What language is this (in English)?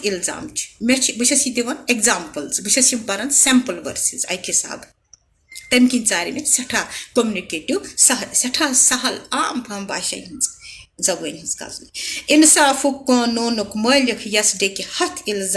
Kashmiri